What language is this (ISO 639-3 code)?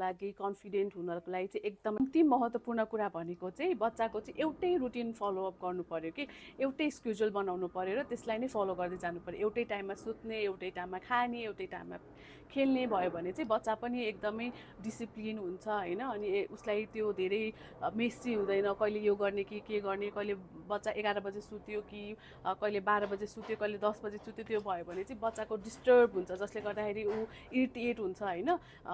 nep